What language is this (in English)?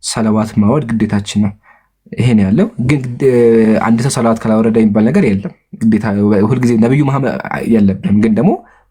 Amharic